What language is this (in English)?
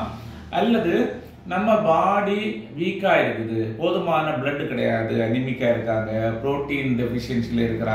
Tamil